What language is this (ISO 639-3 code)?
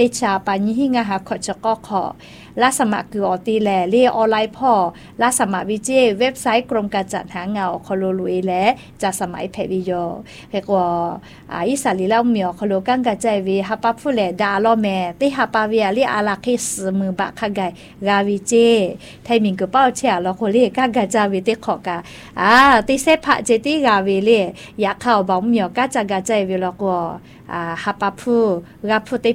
tha